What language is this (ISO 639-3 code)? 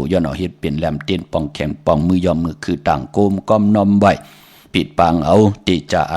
shn